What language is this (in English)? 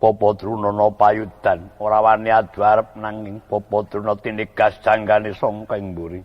Javanese